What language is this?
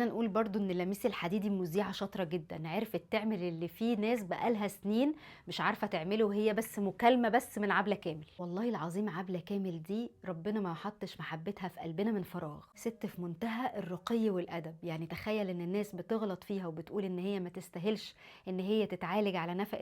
Egyptian Arabic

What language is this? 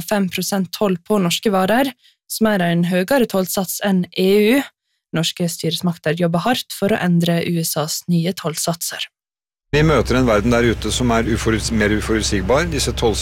Norwegian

